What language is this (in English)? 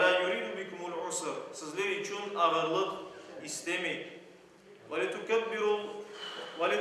Crimean Tatar